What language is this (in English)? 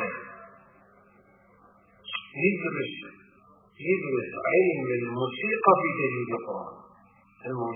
Arabic